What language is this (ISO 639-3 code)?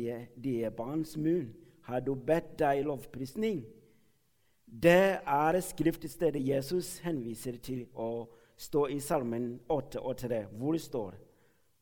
nor